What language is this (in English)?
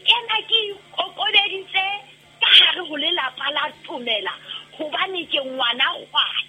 Southern Sotho